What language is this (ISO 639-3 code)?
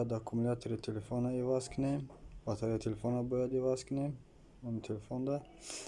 tgk